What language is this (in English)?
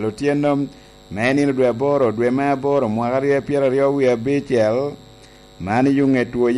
Lango (Uganda)